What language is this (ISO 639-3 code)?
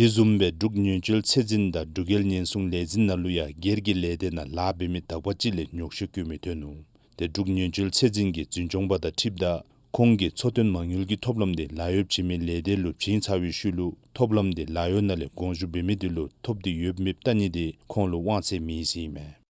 dzo